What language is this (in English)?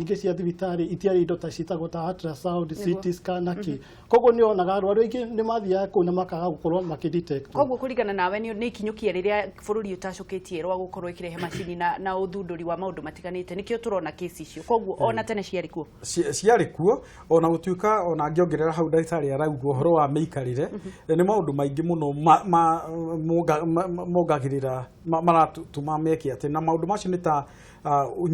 Kikuyu